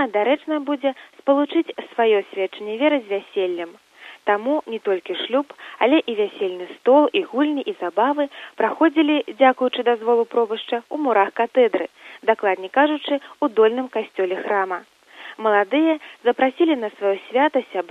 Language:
Belarusian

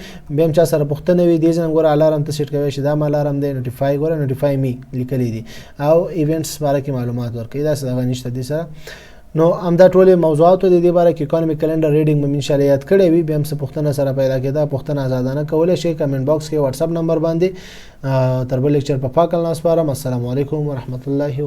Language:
Pashto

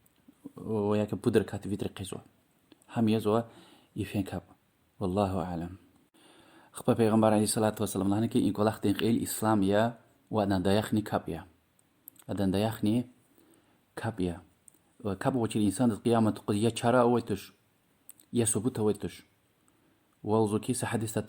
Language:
Lezghian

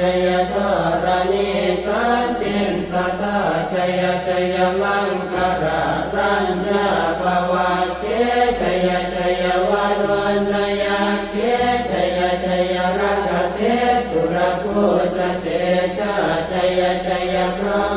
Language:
Pali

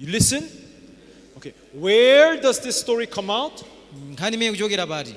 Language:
Nyanja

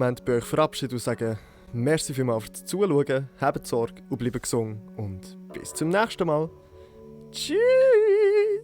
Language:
Swiss German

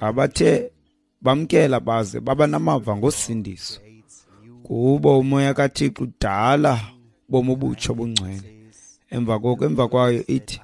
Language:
Xhosa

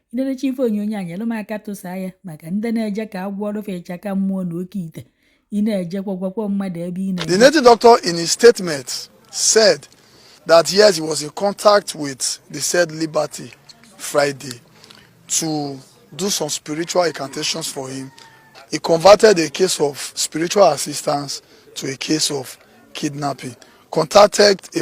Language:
Igbo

